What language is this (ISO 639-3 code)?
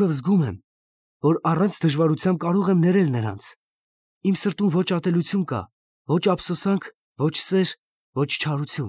hye